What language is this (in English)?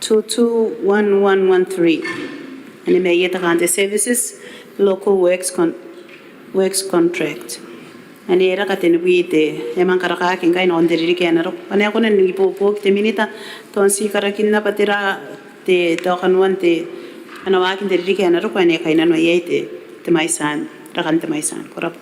Gilbertese